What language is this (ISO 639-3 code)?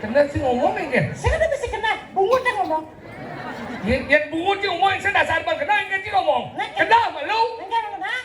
ban